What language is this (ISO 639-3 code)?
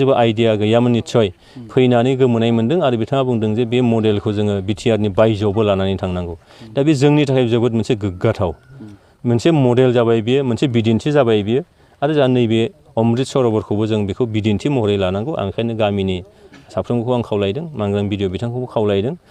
brx